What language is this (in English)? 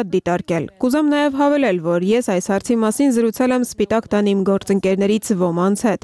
Armenian